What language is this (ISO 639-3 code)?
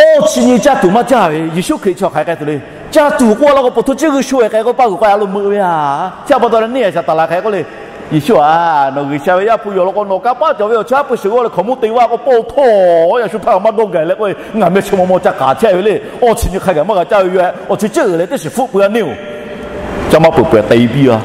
lhu